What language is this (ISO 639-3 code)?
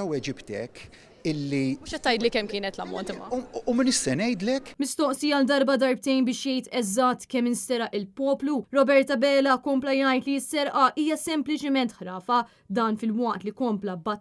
mlt